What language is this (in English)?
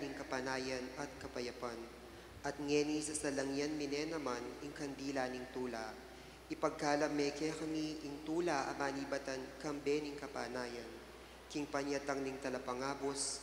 Pampanga